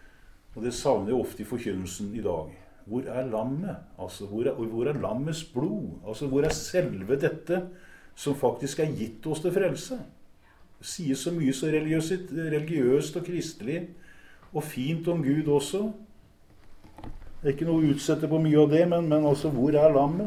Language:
Norwegian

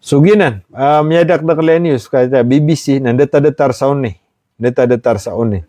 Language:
Maranao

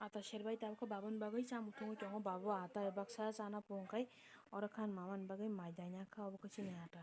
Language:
Kok Borok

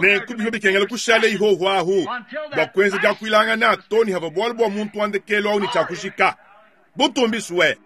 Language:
Luba-Lulua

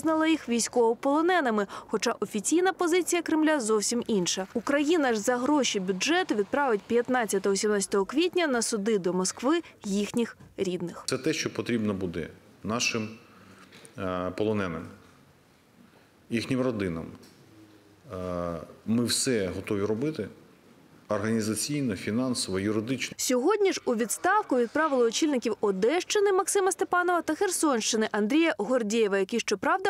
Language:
Ukrainian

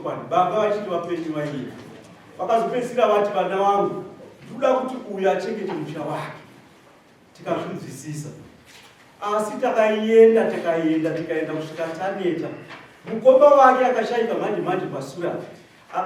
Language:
Shona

